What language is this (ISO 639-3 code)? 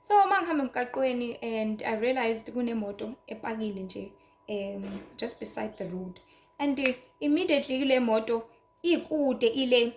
zul